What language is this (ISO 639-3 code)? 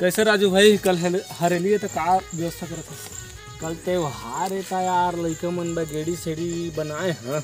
hne